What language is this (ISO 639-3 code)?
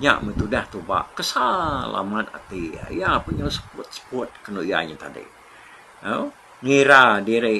iba